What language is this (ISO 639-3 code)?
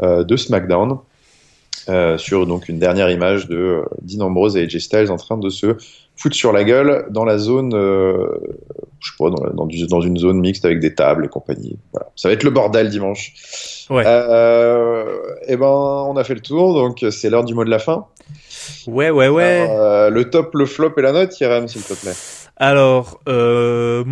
fra